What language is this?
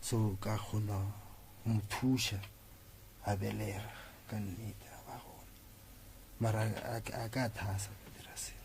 Northern Sotho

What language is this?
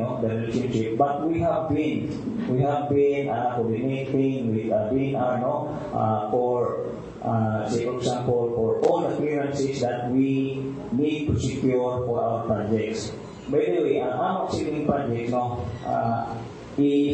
Filipino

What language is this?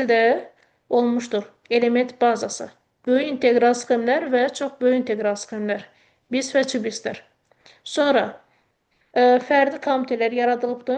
Azerbaijani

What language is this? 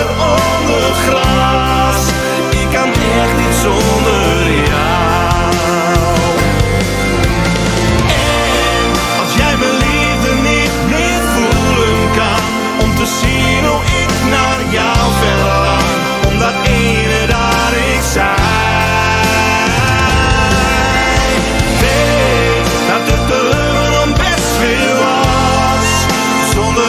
Dutch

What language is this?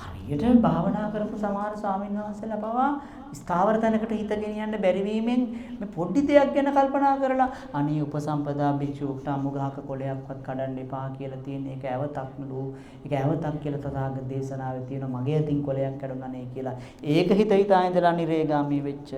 Sinhala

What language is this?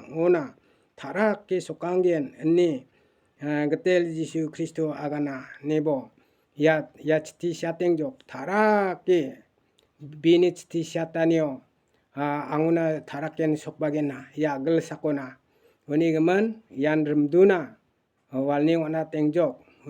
Garo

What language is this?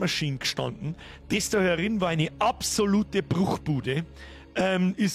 Bavarian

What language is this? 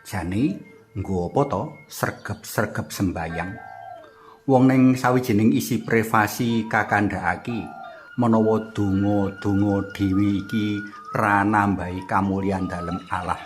Javanese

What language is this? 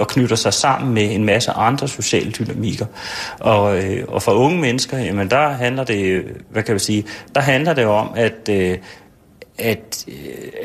Danish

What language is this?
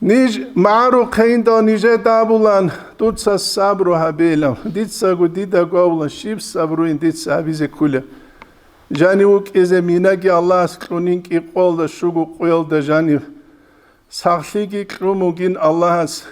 Avaric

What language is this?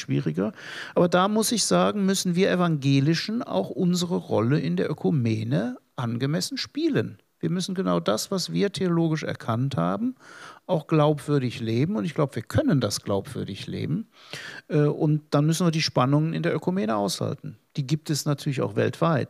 German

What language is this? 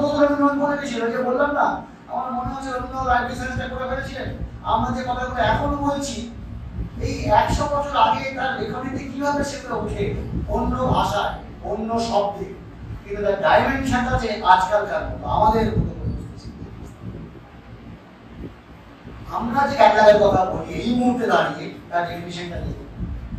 Bangla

